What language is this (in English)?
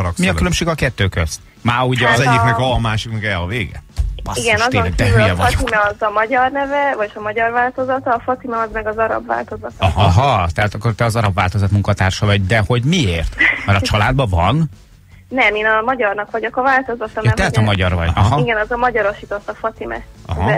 Hungarian